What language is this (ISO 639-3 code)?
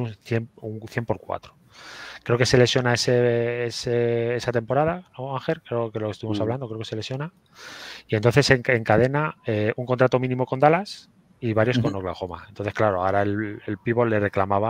spa